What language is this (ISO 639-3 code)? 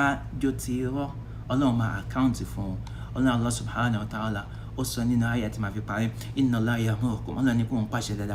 yor